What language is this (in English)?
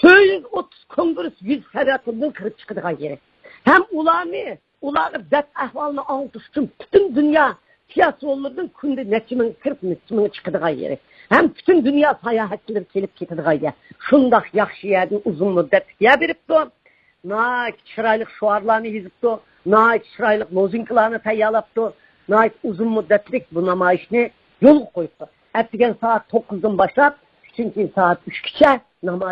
Uyghur